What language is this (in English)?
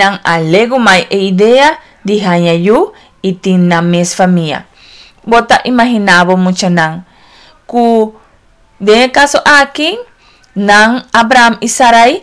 Papiamento